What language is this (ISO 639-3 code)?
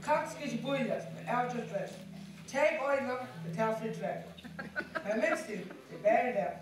fao